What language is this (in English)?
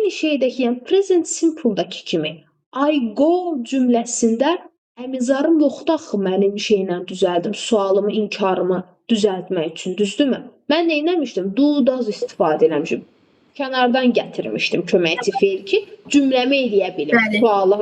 Azerbaijani